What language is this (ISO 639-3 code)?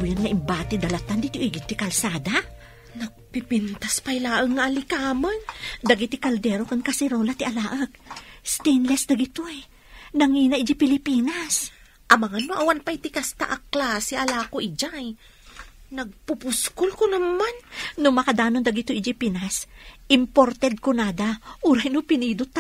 ilo